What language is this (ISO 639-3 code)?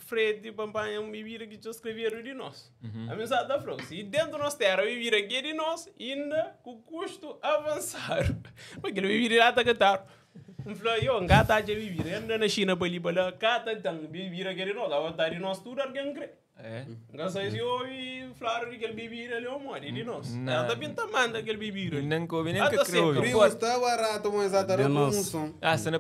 kea